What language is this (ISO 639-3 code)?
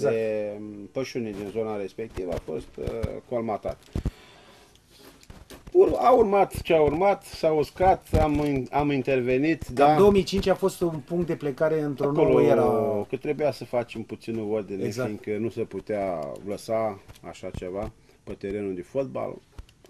ron